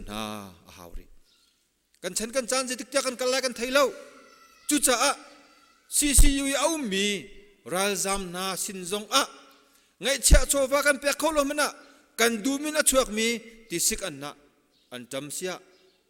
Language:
Hakha Chin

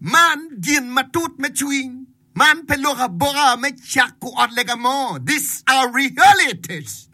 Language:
Acoli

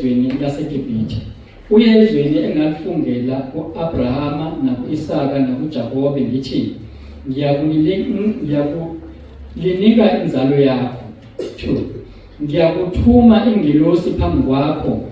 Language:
Zulu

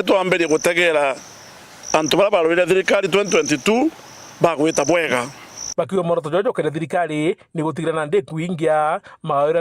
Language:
Meru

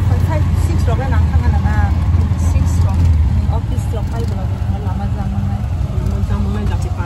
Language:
Kok Borok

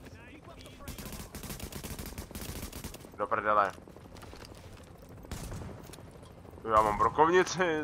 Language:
Czech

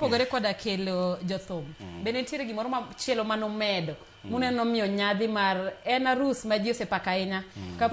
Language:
Luo (Kenya and Tanzania)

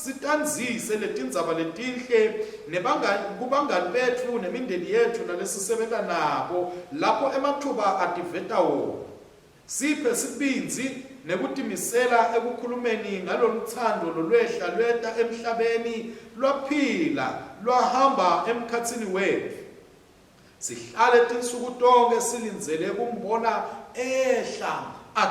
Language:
Swati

